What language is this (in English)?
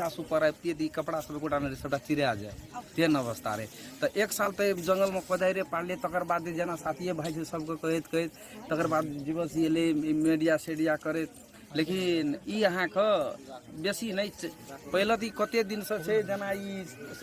Maithili